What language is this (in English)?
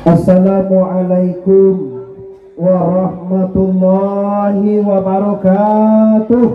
Minangkabau